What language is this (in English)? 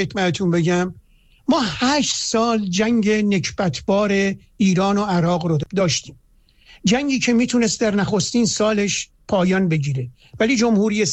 Persian